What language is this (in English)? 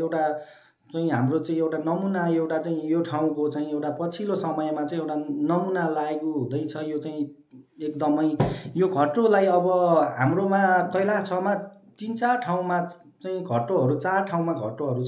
Nepali